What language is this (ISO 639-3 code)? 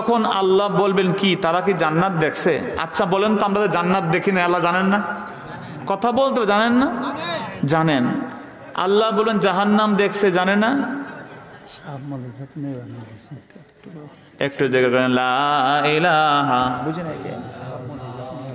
ben